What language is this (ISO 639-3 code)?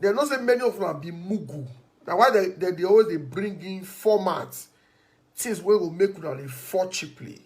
pcm